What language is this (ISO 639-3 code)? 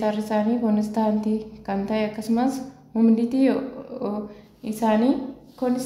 orm